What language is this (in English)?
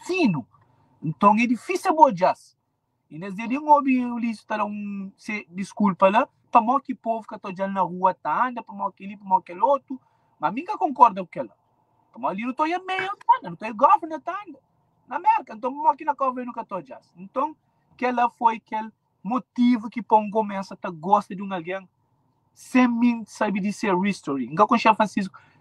Kabuverdianu